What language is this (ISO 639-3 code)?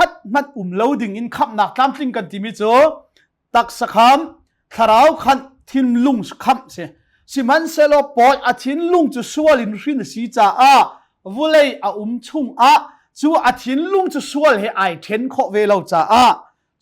cnh